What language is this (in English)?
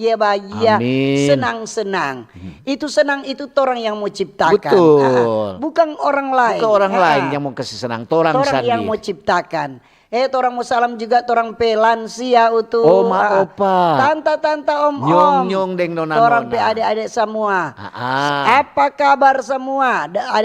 Manado Malay